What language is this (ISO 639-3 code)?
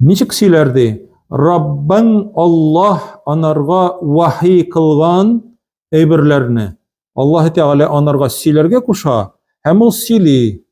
tat